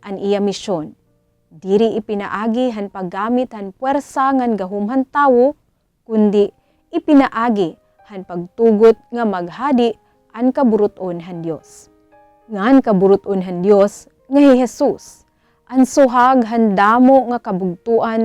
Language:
Waray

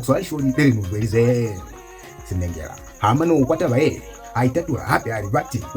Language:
Lozi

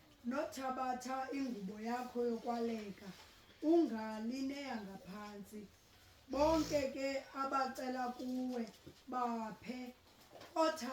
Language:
Zulu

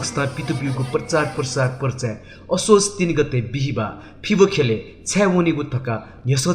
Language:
Newari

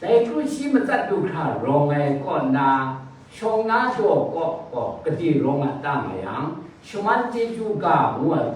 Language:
Kachin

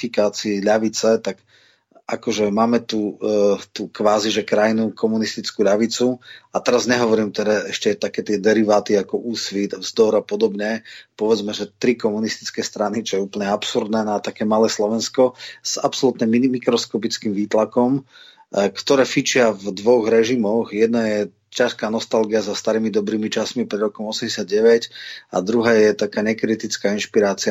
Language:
Slovak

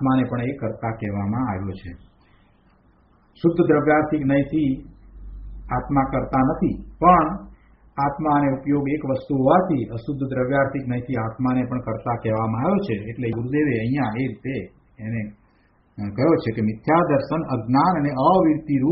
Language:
Gujarati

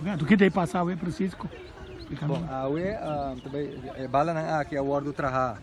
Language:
Papiamento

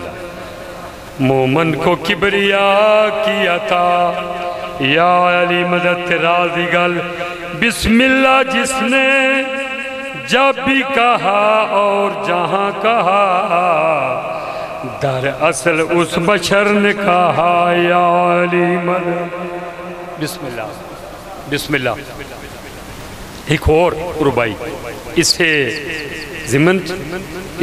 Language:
Urdu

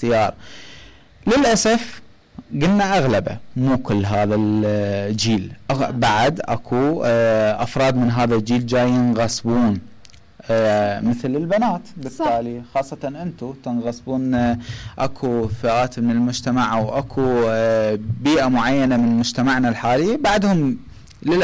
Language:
Mesopotamian Arabic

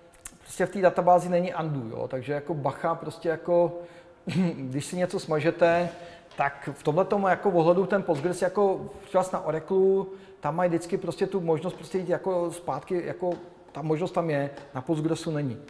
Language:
Czech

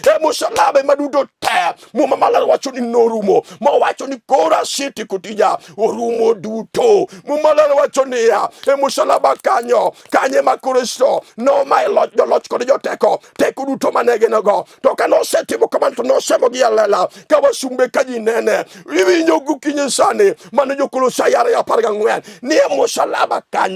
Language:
Luo (Kenya and Tanzania)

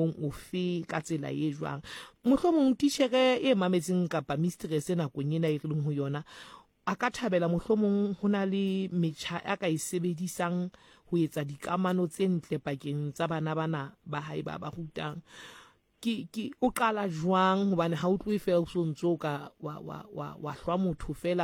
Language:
Southern Sotho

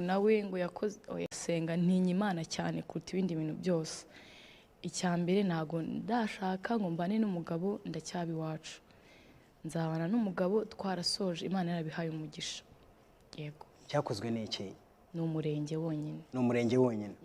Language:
Kinyarwanda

